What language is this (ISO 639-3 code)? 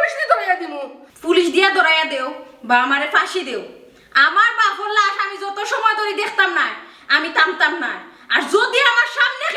syl